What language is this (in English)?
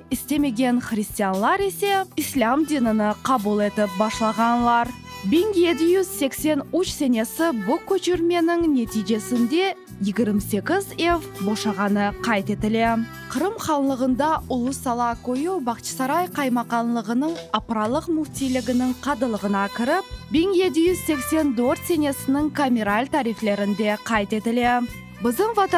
Crimean Tatar